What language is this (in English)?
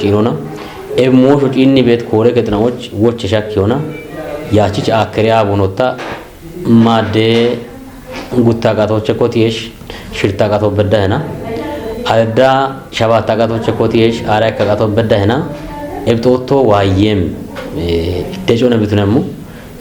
Kafa